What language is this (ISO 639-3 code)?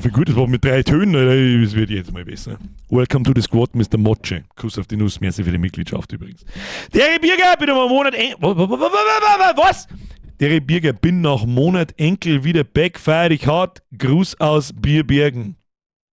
bar